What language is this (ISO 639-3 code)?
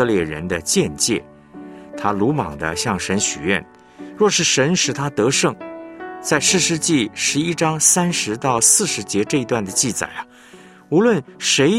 zho